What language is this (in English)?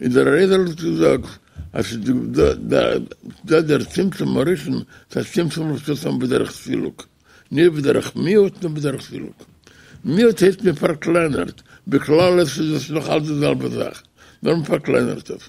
Yiddish